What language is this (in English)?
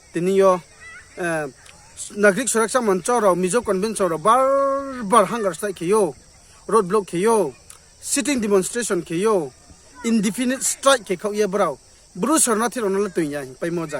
Riang (India)